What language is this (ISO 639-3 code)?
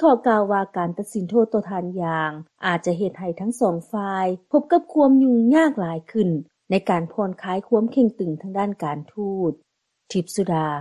lao